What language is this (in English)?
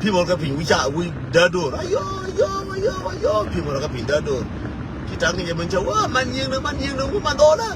Nuer